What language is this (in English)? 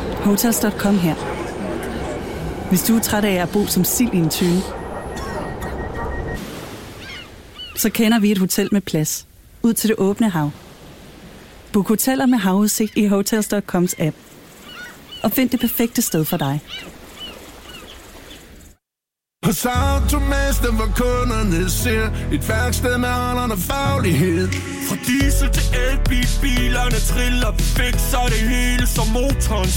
Danish